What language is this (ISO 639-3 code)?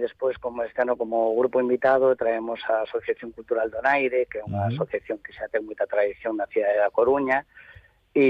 glg